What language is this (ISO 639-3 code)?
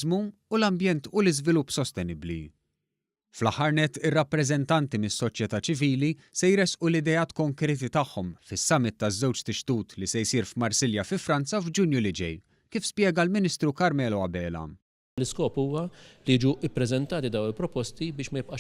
mlt